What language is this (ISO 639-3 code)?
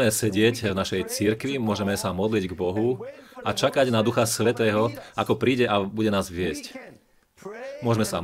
slk